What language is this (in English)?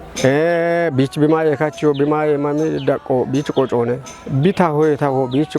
Kafa